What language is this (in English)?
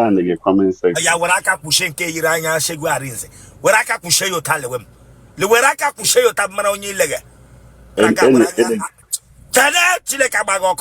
Igbo